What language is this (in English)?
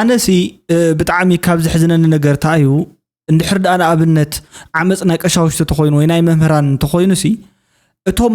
Tigrinya